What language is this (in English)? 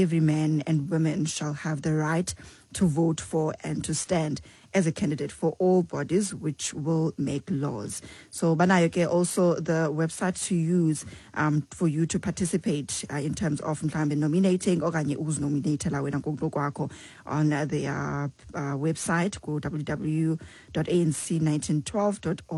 Xhosa